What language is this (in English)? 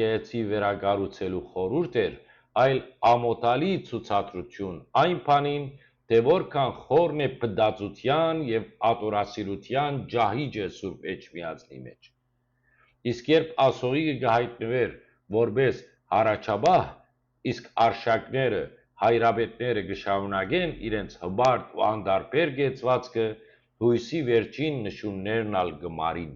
Western Armenian